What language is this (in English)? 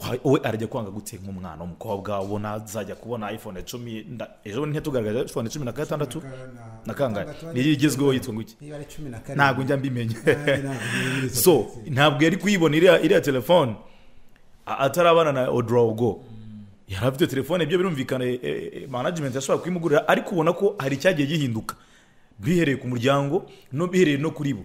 Kinyarwanda